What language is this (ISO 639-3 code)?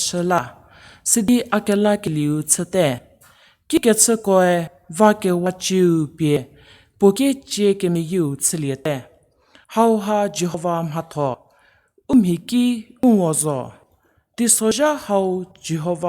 njm